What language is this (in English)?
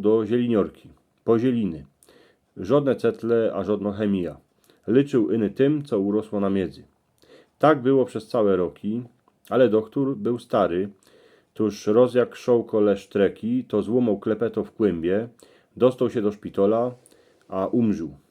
Silesian